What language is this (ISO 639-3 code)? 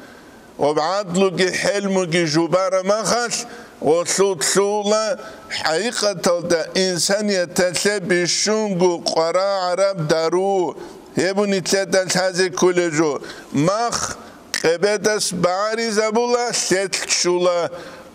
ava